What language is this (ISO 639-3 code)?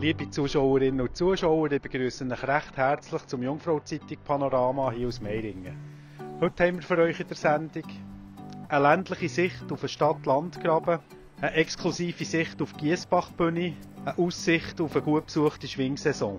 gsw